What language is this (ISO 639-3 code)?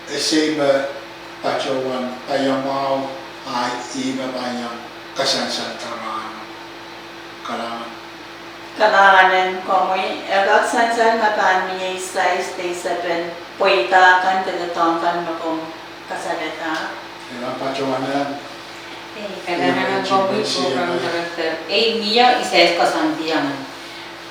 pon